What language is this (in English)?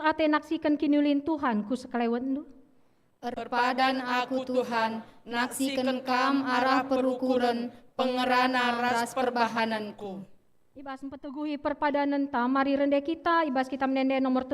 Batak Karo